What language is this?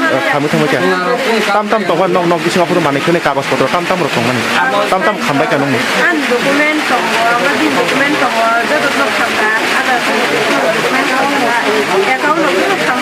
Kok Borok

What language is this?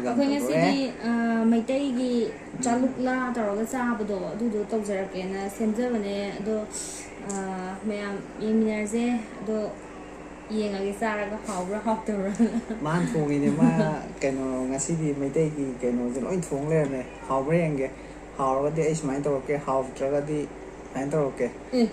Manipuri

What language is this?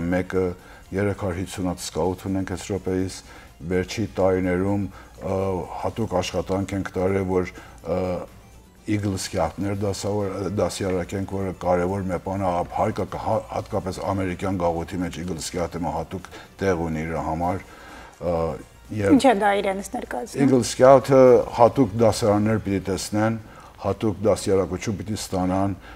Western Armenian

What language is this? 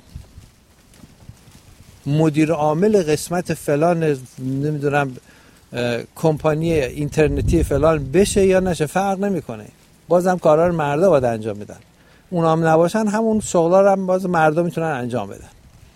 Persian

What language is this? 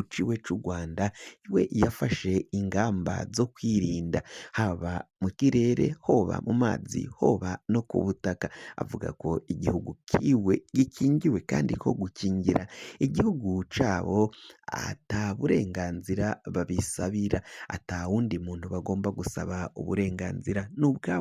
Rundi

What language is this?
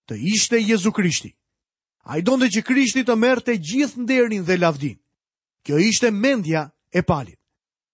Albanian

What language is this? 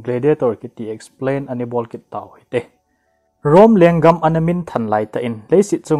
Thado Chin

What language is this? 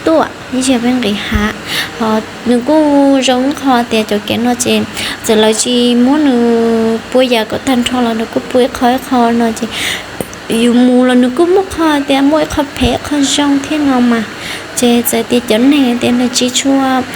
Hmong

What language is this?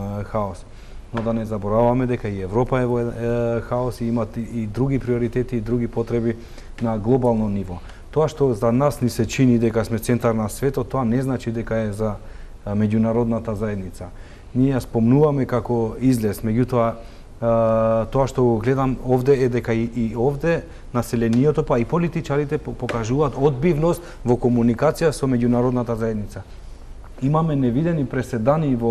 Macedonian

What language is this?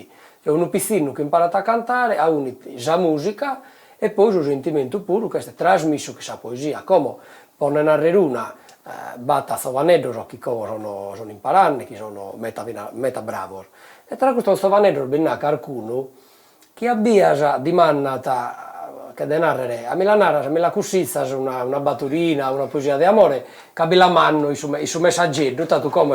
Sardinian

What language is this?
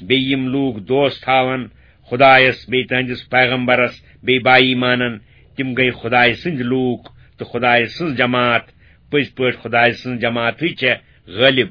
Kashmiri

